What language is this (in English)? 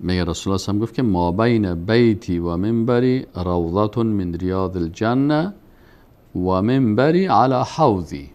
Persian